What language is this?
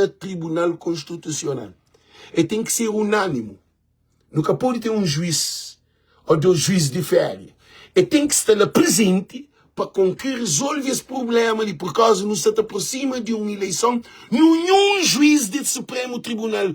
Kabuverdianu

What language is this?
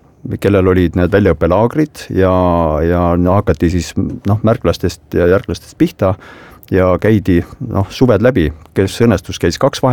Estonian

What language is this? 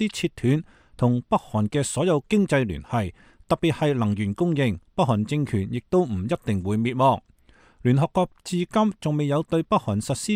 Cantonese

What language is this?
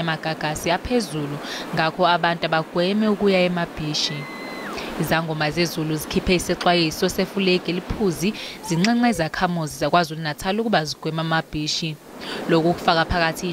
Zulu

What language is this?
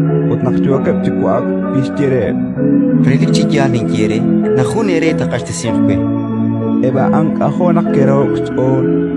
Kekchí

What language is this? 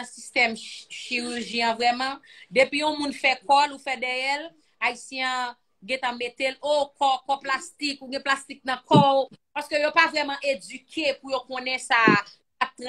Haitian Creole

